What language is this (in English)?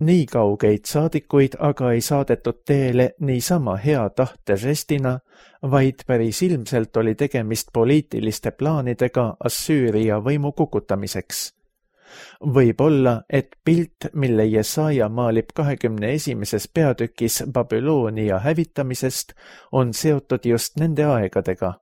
Estonian